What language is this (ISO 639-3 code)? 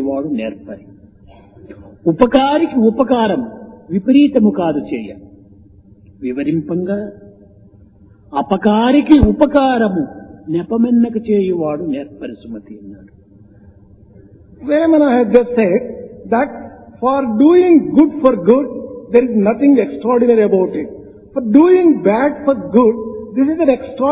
tel